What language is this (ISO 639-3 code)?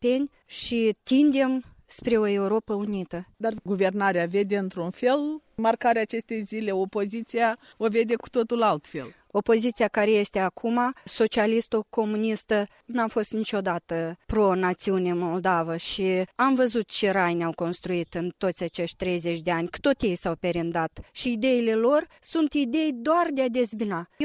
ron